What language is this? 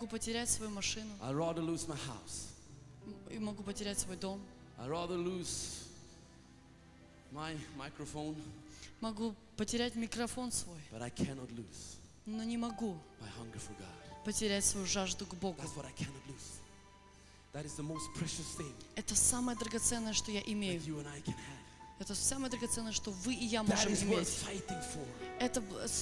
Russian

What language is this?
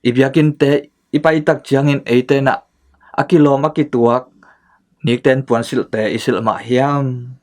Tedim Chin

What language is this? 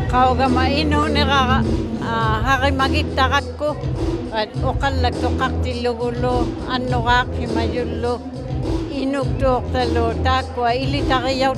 Inuktitut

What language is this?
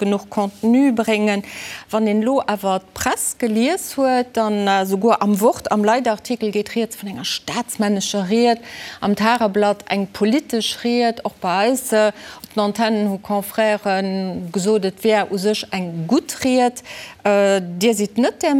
Luxembourgish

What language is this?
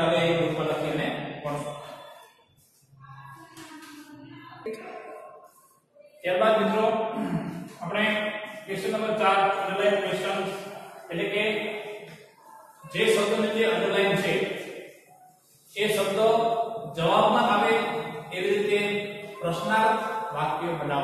Gujarati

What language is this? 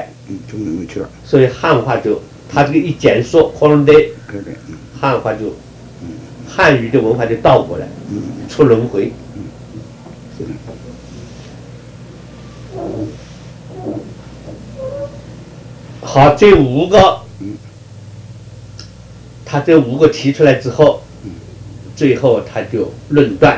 Chinese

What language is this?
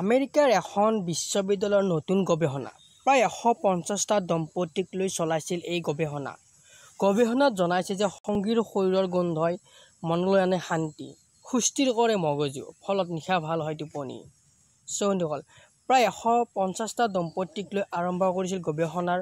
Assamese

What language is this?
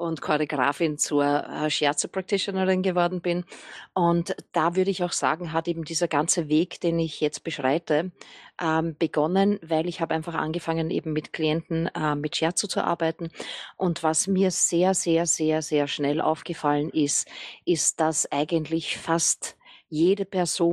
German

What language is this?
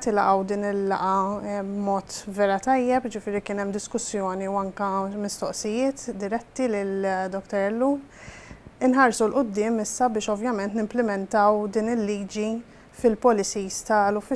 Maltese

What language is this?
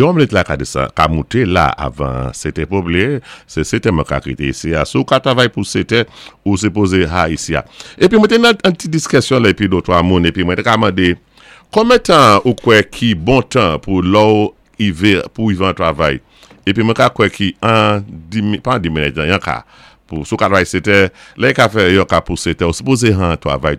Saint Lucian Creole French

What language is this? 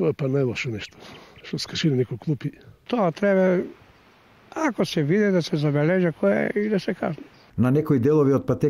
Macedonian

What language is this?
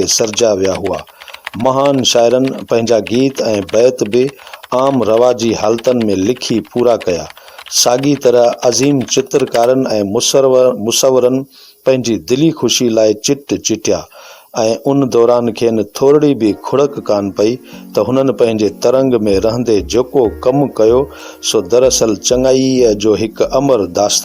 Sindhi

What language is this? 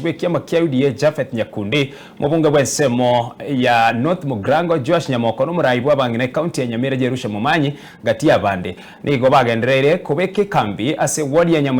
Gusii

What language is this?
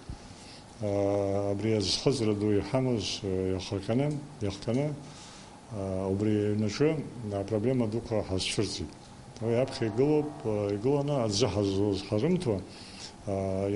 Abkhazian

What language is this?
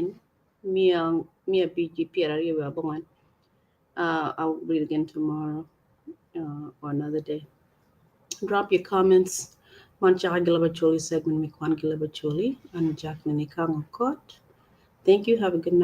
Acoli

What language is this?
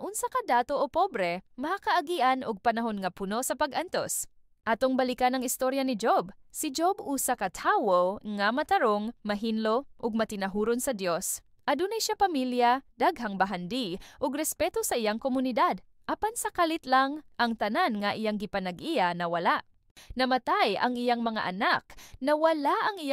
Cebuano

